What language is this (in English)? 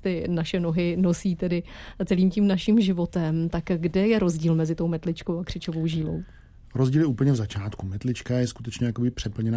Czech